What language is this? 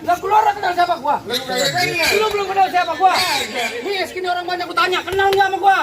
Betawi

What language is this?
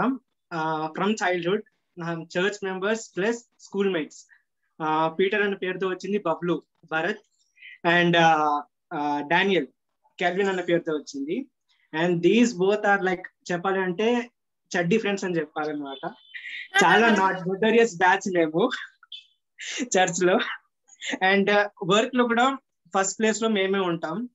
Telugu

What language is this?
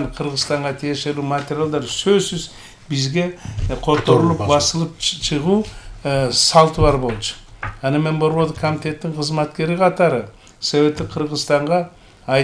Kyrgyz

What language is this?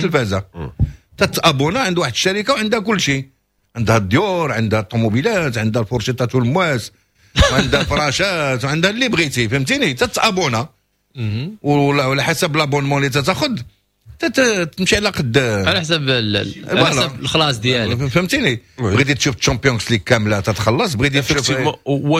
Moroccan Arabic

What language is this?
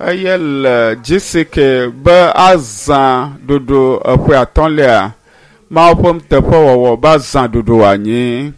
Ewe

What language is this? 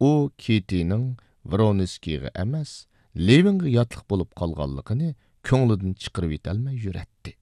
Uyghur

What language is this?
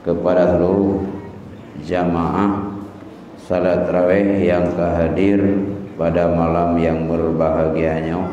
Achinese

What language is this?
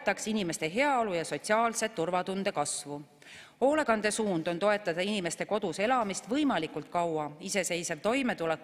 Estonian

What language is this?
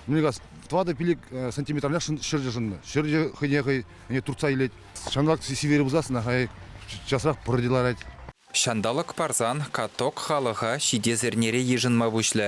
Chuvash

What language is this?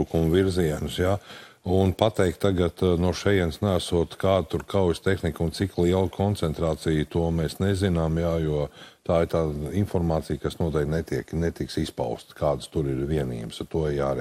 Latvian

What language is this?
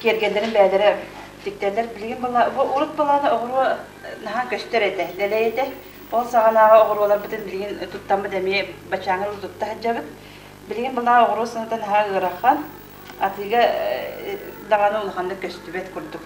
Yakut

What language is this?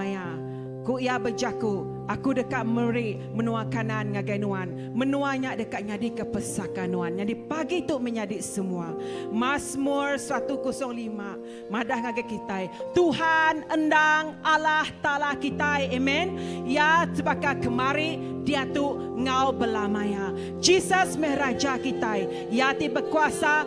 Iban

